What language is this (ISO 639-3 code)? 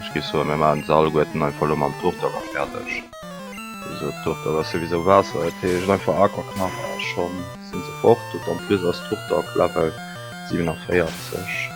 ltz